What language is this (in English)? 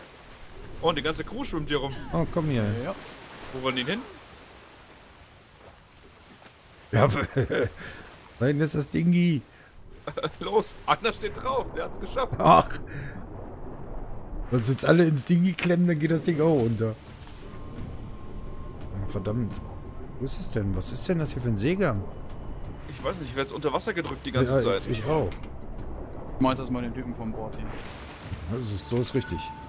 German